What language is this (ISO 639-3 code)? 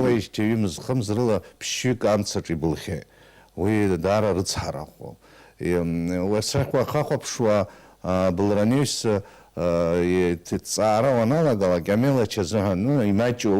abk